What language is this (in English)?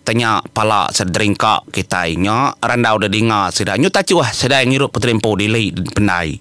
Iban